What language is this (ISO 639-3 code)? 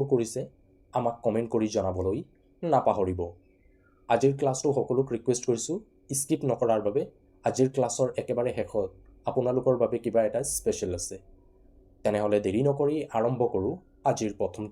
asm